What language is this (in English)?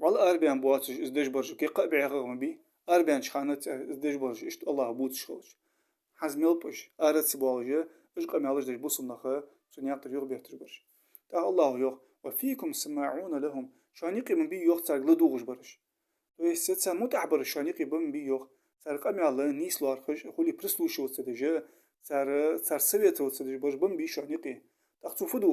Ingush